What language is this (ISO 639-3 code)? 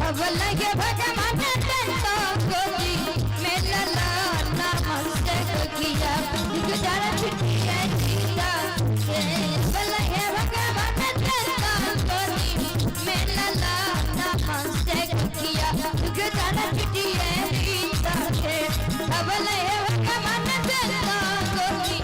mai